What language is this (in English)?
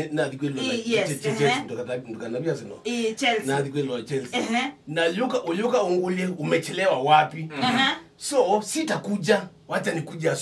Kamba